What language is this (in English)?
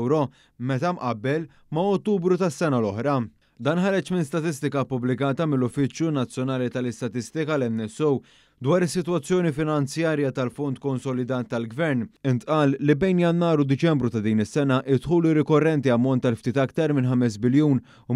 Maltese